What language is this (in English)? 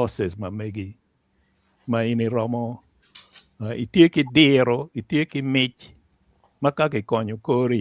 Acoli